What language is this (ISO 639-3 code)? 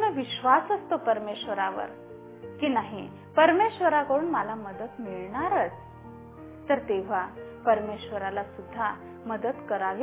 mar